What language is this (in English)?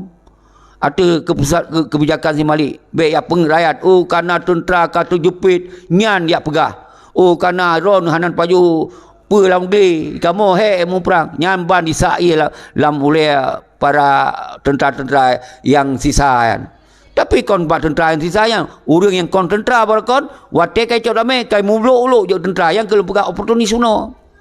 Achinese